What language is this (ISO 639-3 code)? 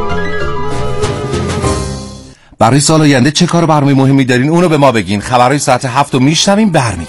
fas